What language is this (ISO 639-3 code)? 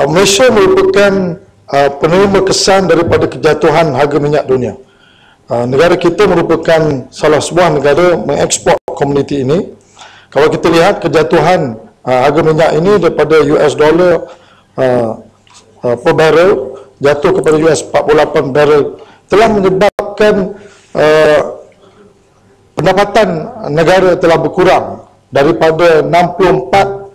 msa